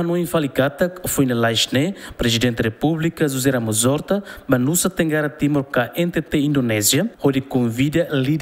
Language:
Tetum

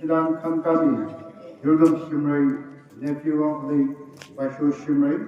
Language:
Tangkhul Naga (India)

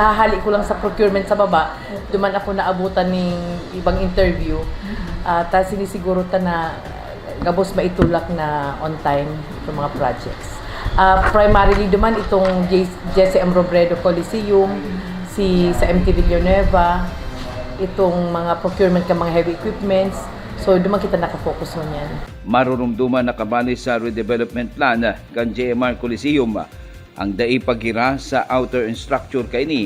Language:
Bikol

